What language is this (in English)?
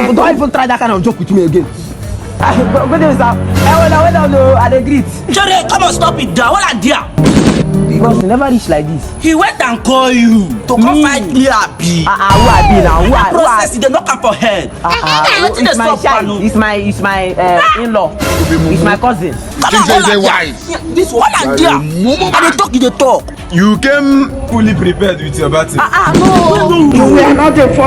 Nigerian Pidgin